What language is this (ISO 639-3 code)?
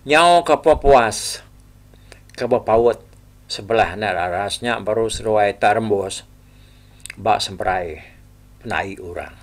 iba